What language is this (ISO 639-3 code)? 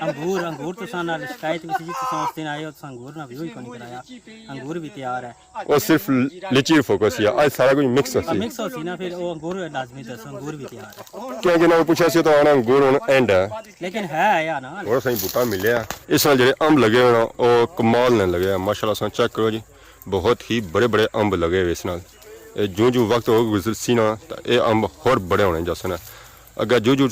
phr